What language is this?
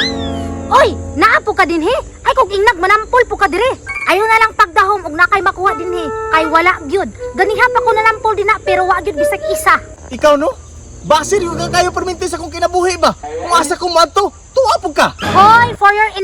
Cebuano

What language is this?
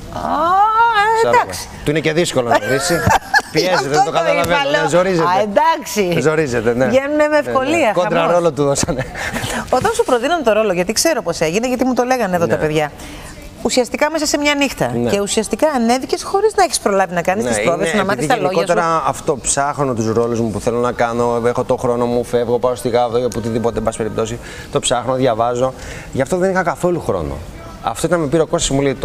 Greek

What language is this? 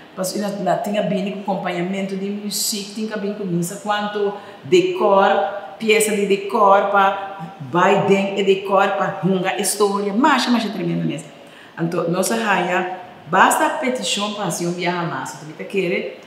Papiamento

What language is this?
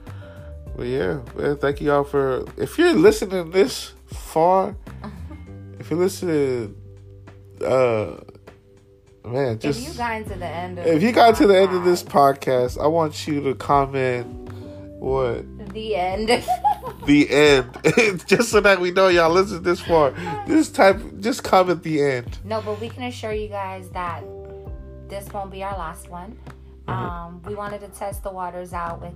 English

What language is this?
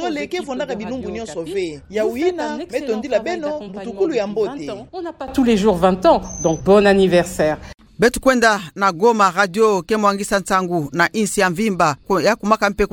Kituba (Democratic Republic of Congo)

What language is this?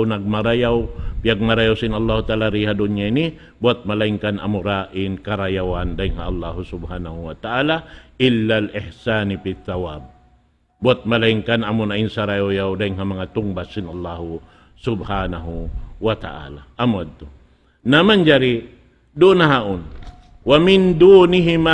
Tausug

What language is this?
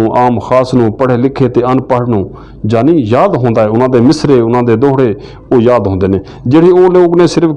Western Panjabi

